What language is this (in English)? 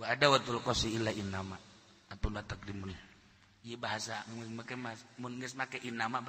Sundanese